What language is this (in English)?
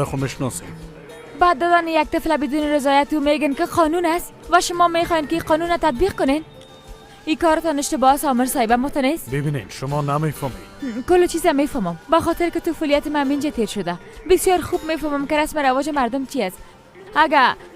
Persian